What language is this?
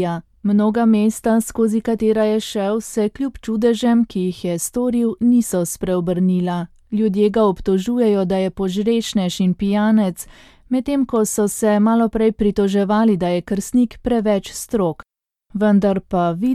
Slovenian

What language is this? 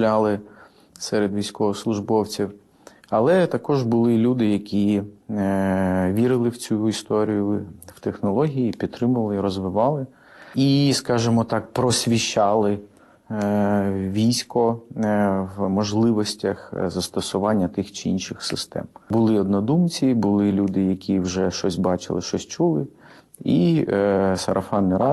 Ukrainian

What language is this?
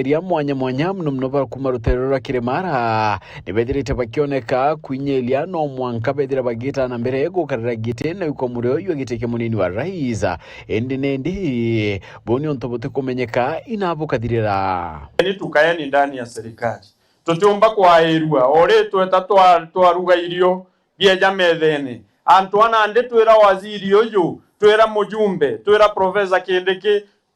Meru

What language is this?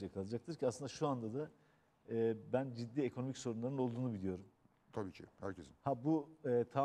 Turkish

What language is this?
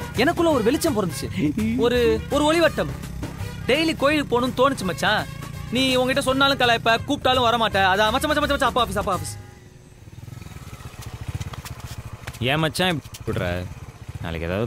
Tamil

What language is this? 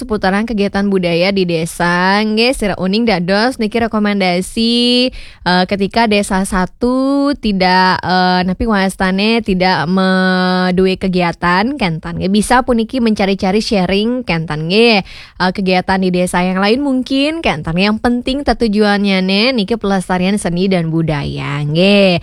Balinese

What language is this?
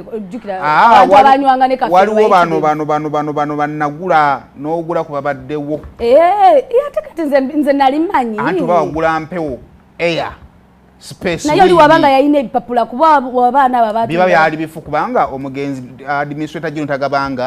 Ganda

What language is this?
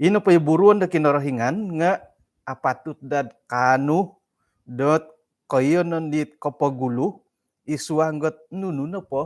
Central Dusun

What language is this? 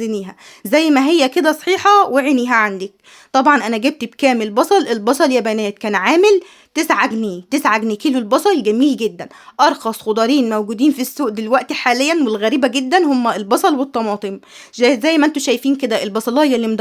Egyptian Arabic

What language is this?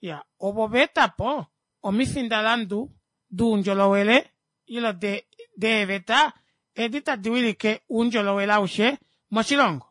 Kuanyama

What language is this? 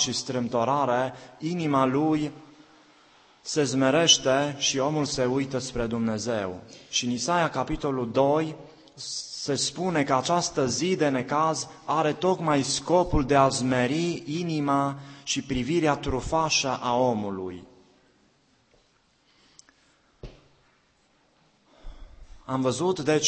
Romanian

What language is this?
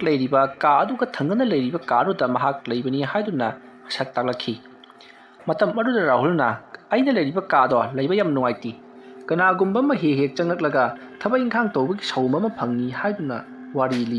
Manipuri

